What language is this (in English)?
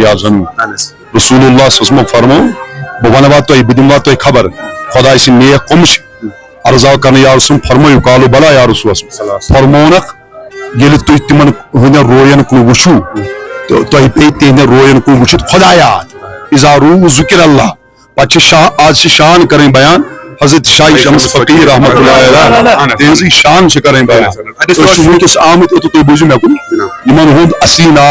Kashmiri